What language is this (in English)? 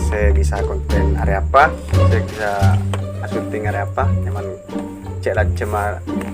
Madurese